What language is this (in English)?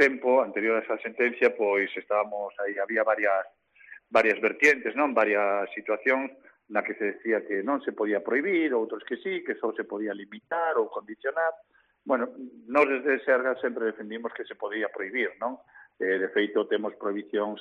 Galician